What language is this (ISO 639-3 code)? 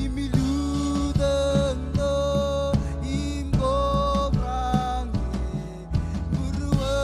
mah